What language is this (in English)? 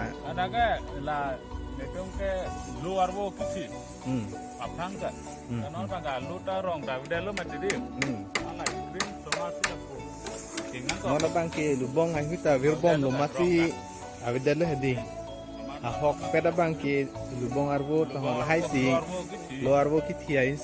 Karbi